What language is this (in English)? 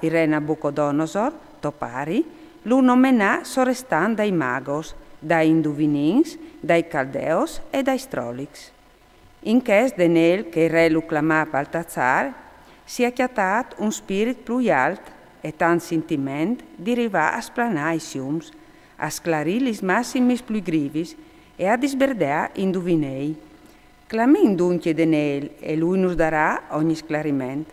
Friulian